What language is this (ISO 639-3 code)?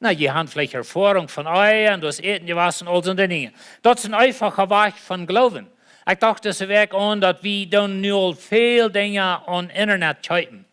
pdt